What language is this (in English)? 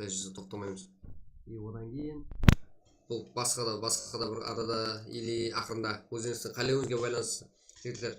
Kara-Kalpak